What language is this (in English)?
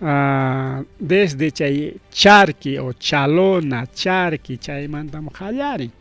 Ayacucho Quechua